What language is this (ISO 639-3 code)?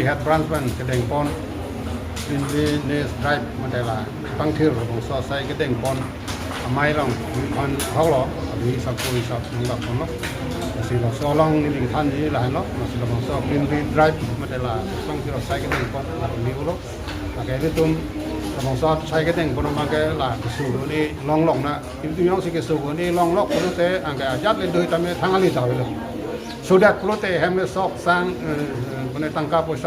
mjw